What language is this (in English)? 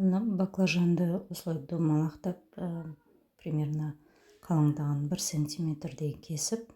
Kazakh